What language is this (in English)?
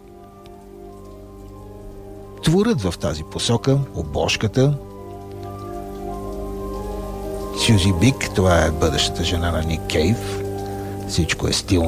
Bulgarian